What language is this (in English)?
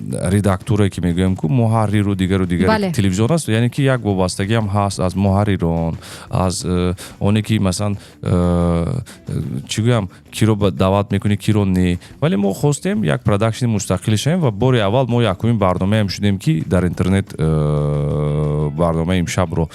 Tajik